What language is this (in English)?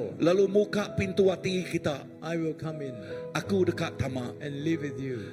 Iban